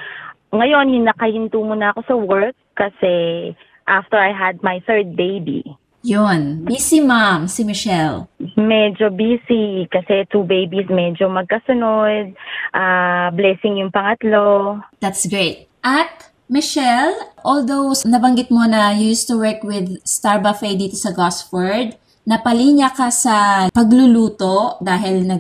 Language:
Filipino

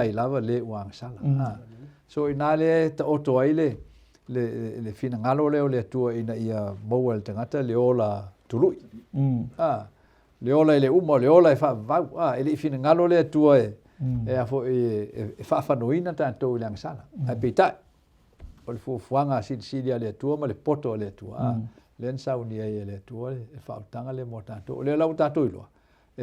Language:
Samoan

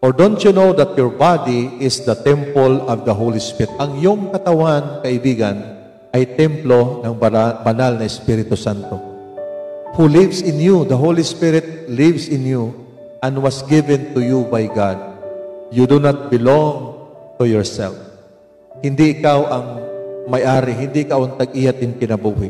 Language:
Waray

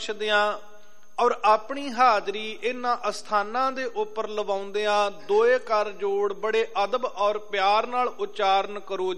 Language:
Punjabi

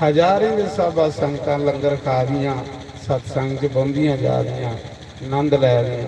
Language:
Dogri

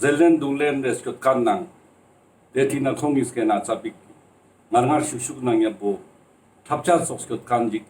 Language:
Ladakhi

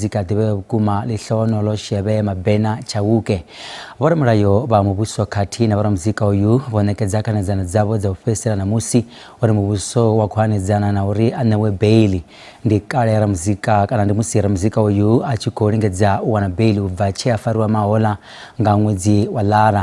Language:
Venda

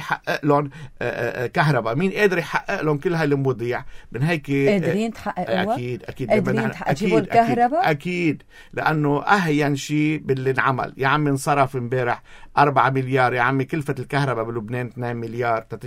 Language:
North Levantine Arabic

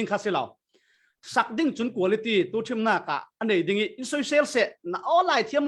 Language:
Falam Chin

